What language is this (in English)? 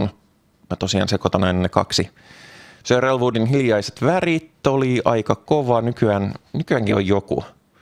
Finnish